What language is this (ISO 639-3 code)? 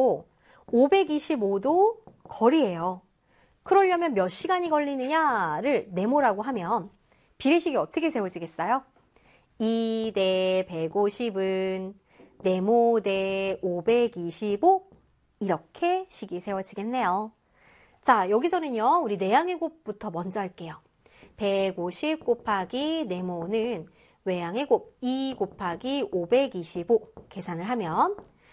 kor